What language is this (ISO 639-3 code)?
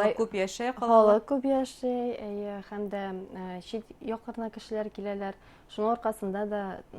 bak